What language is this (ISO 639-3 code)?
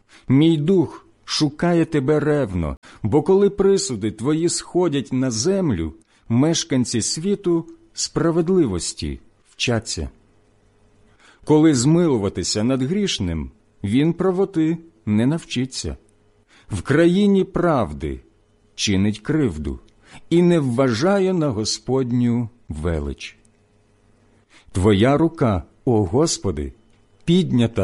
ukr